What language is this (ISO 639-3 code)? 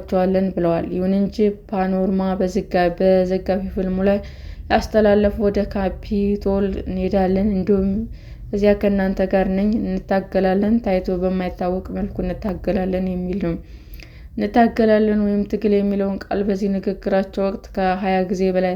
amh